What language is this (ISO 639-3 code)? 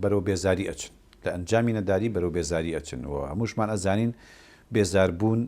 ckb